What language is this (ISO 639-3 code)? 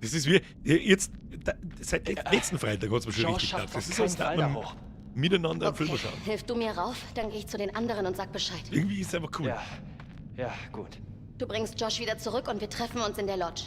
bar